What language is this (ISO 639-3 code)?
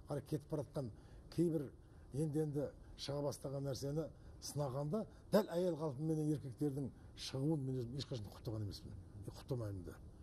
kaz